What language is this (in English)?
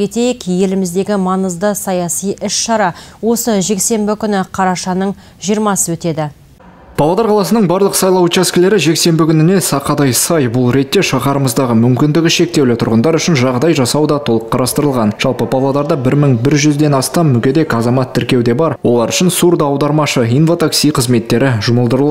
Kazakh